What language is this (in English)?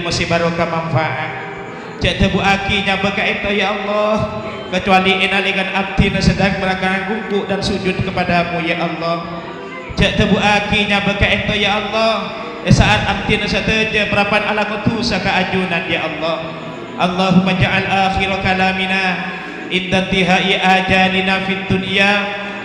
Madurese